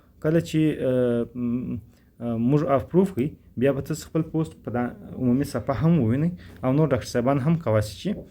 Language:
Pashto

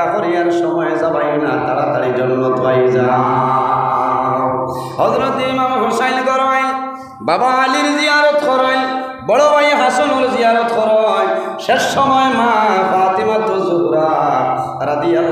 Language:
Sylheti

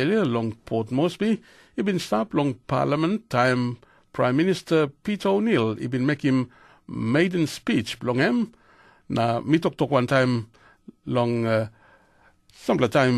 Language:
Tok Pisin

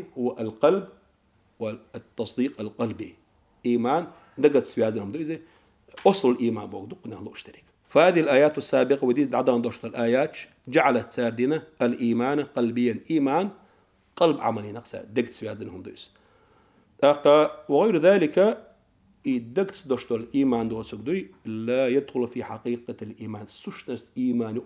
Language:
Chechen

